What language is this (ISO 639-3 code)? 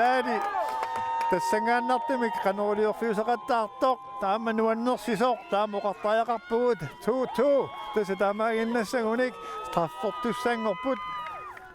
kal